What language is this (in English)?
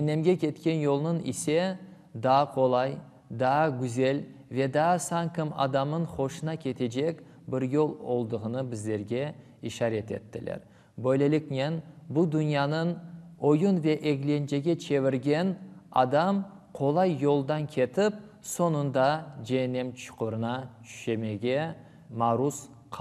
Crimean Tatar